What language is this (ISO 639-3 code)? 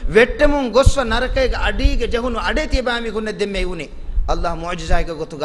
div